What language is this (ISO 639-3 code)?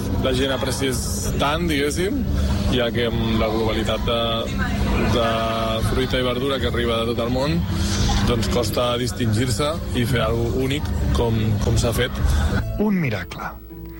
cat